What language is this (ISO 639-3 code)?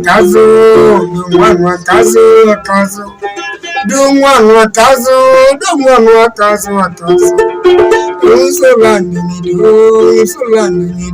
alz